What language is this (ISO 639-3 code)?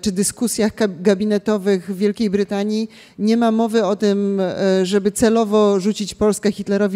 pol